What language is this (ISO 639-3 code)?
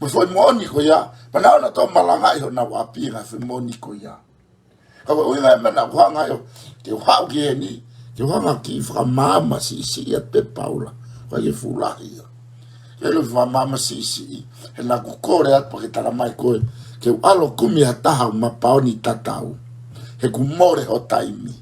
ton